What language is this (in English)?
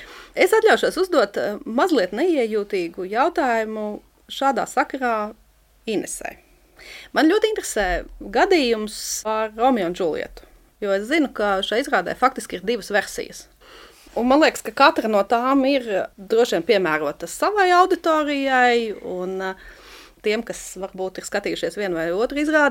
Latvian